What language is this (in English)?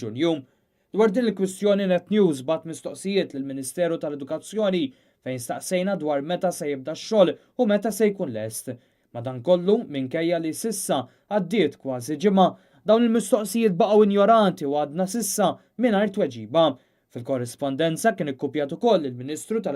Maltese